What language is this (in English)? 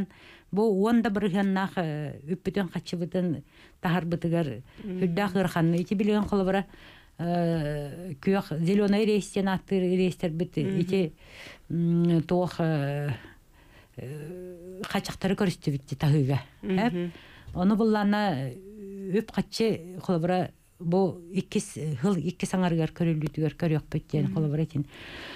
Yakut